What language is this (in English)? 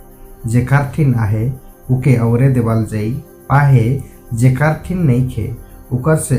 Sadri